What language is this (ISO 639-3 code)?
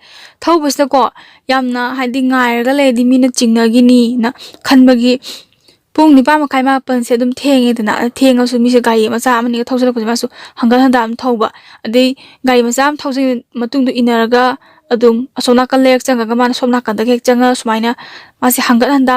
mni